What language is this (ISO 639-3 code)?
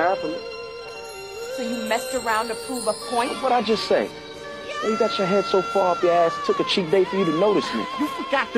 eng